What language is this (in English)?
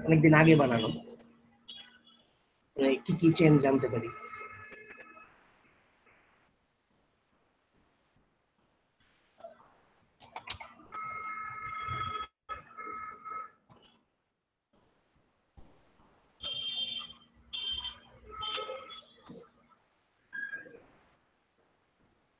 Bangla